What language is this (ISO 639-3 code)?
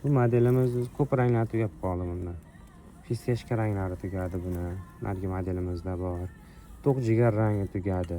uzb